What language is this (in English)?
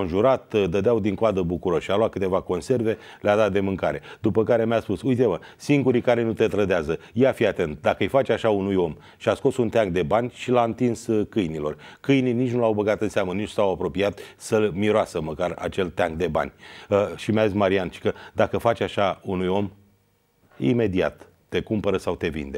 Romanian